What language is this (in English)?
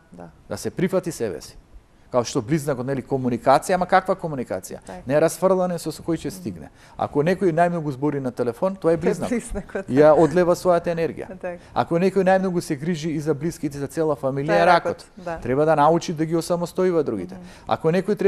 Macedonian